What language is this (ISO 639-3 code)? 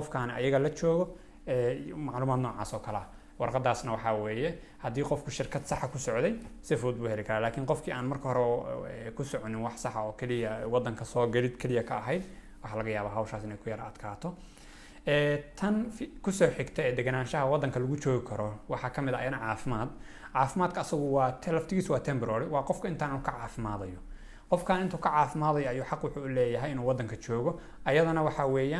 som